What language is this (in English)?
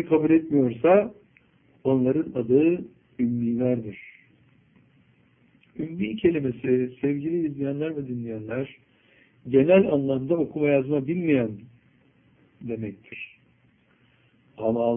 Turkish